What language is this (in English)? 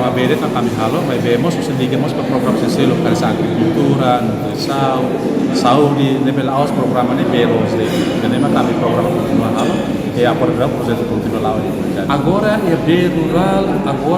Tetum